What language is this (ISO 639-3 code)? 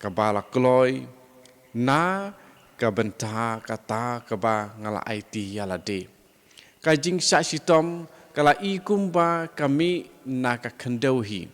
kha